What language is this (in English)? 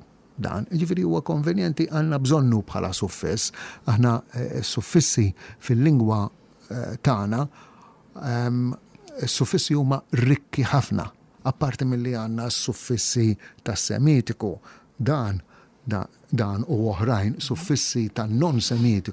Maltese